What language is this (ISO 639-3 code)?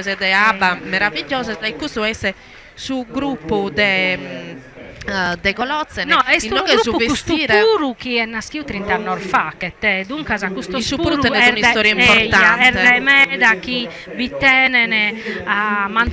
srd